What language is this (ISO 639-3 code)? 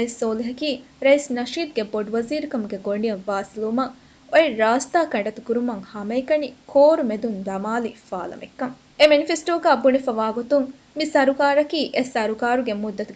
div